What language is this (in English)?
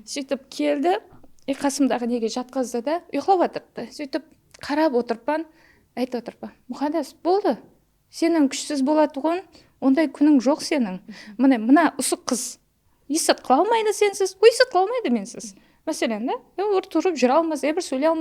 Kara-Kalpak